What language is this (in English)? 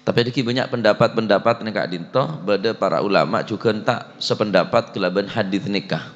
Madurese